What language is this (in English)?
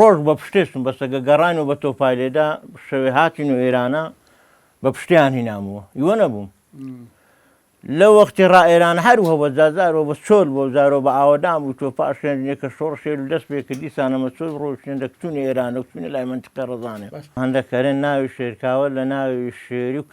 Central Kurdish